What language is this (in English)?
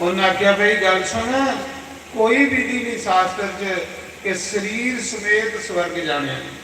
Dogri